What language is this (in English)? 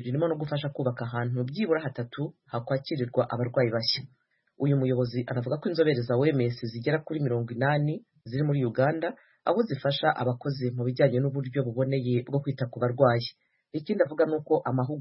Kinyarwanda